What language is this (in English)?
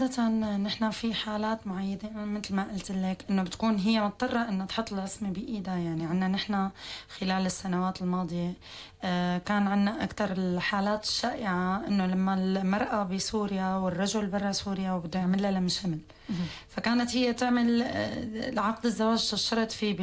North Levantine Arabic